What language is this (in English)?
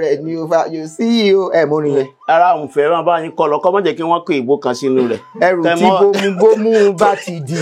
Yoruba